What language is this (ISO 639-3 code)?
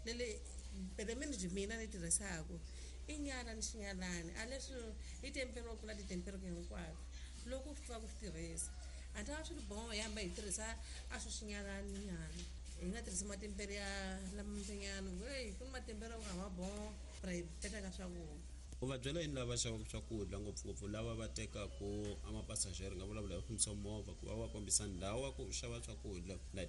tso